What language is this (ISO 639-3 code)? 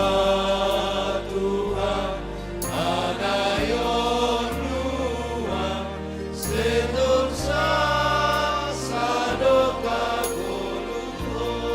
bts